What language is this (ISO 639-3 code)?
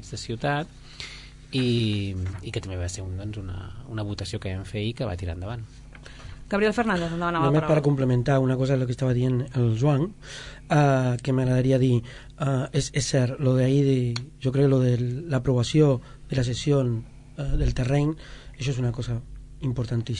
cat